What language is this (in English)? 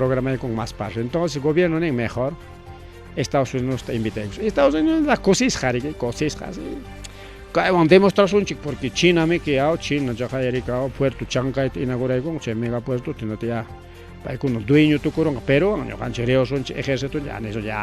Ayacucho Quechua